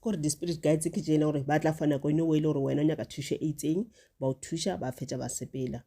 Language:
Northern Sotho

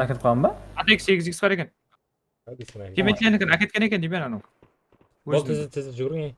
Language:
Kara-Kalpak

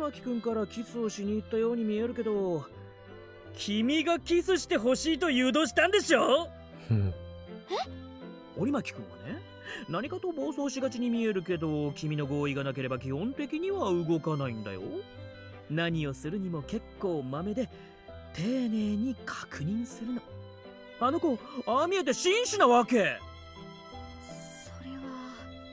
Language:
Japanese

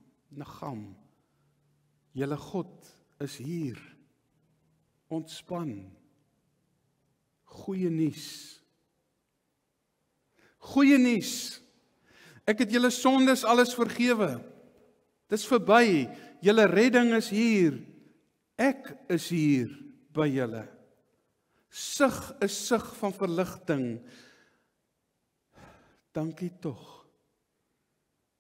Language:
Afrikaans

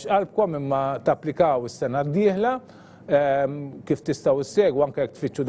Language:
Maltese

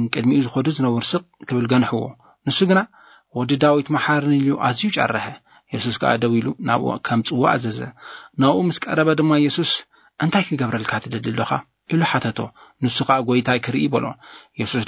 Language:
Tigrinya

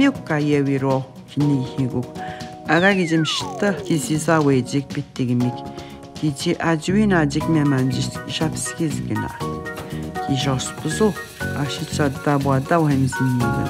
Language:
Atikamekw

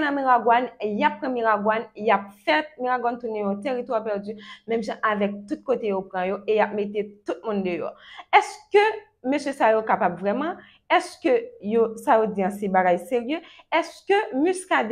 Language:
Haitian Creole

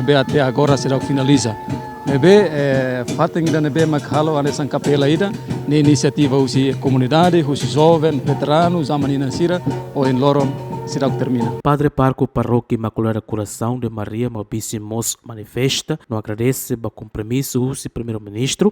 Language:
Tetum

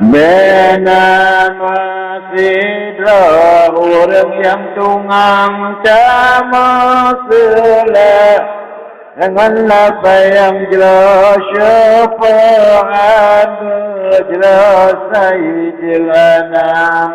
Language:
Achinese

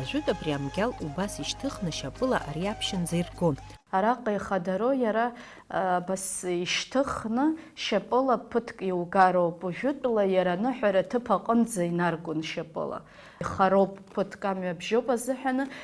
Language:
Abkhazian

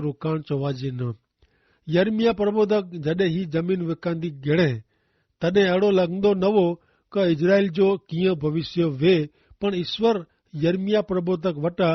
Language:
Kachhi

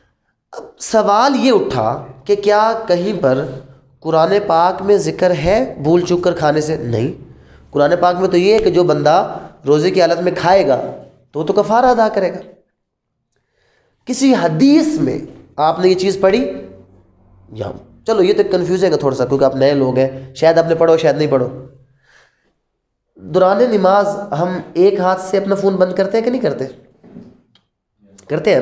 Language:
Urdu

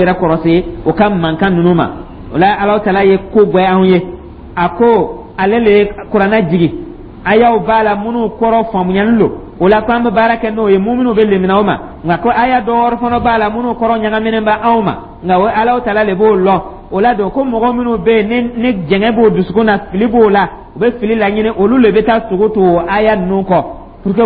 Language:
Dyula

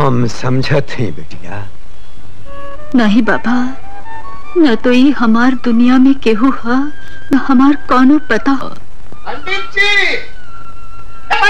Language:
Bhojpuri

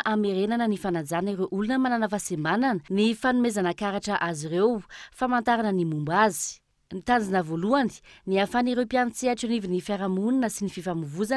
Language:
Malagasy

